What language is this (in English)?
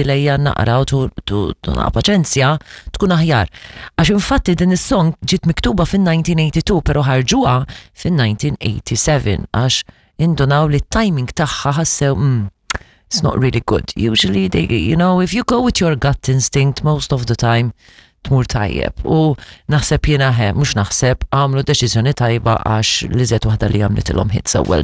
Maltese